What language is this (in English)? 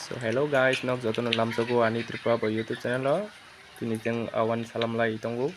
Kok Borok